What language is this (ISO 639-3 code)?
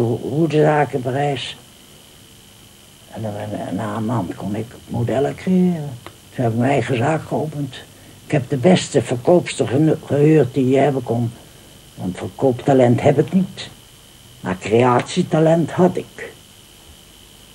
nld